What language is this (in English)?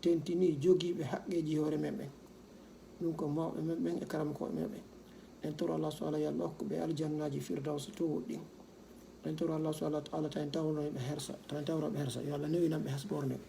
Fula